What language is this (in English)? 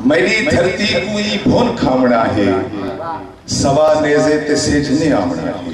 Saraiki